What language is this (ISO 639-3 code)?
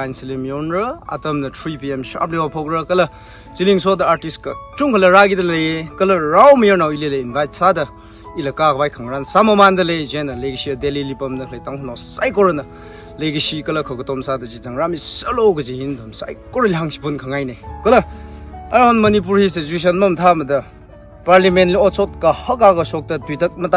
nmf